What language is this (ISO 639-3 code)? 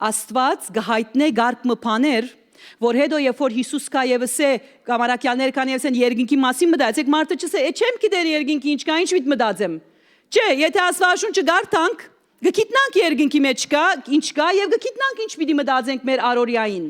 hyw